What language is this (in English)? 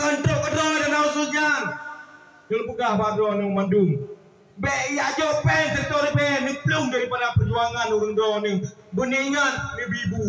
Achinese